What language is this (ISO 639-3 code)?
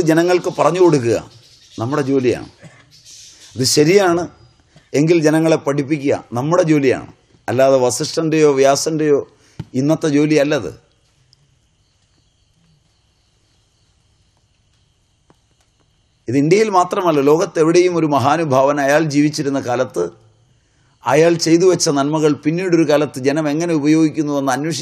mal